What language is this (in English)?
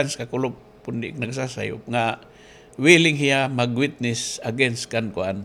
Waray